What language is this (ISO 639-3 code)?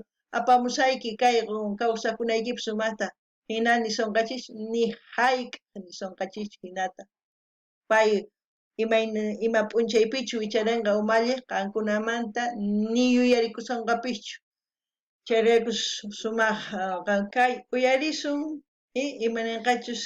quh